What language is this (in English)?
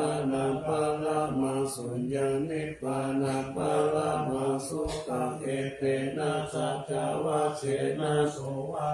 Pali